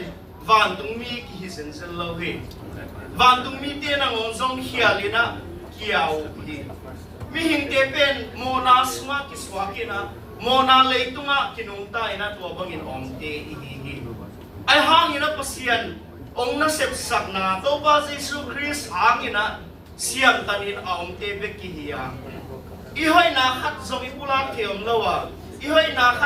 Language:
Tedim Chin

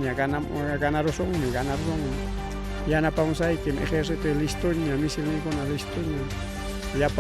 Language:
Ayacucho Quechua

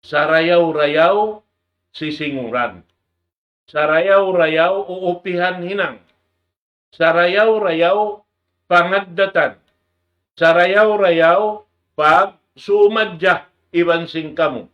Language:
Tausug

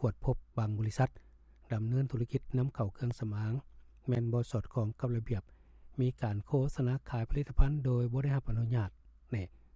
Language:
Lao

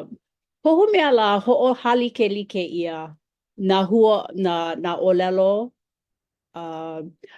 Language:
Hawaiian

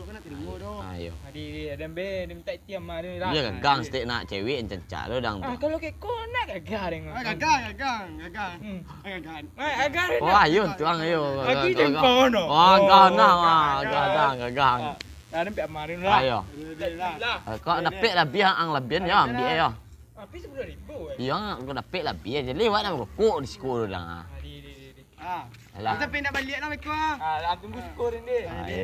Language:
Minangkabau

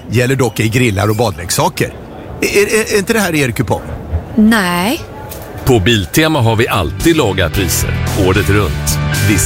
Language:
Swedish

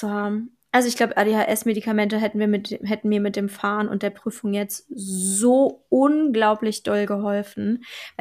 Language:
German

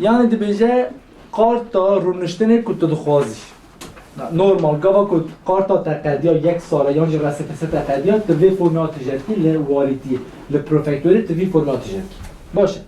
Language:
Kurdish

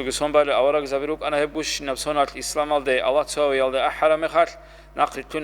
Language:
Avaric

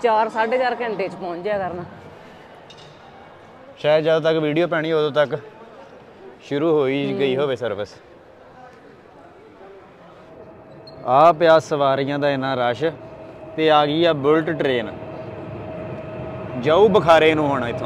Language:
Punjabi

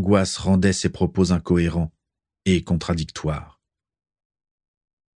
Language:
French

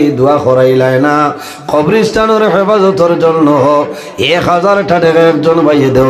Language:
Sylheti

